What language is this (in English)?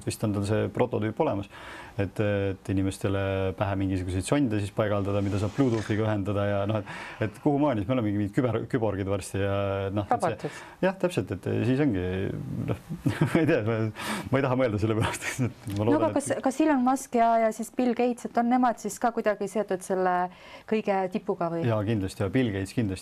Estonian